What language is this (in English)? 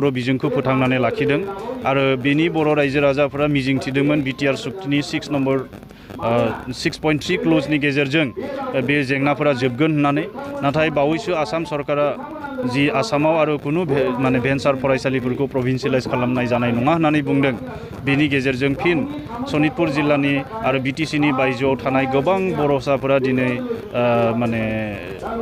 Bodo